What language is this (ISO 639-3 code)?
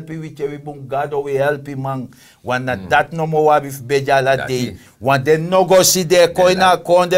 srn